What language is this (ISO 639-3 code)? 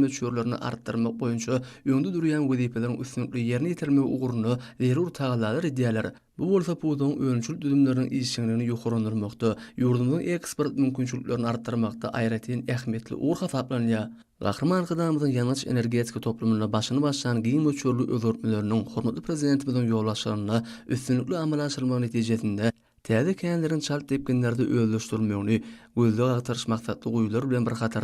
tuk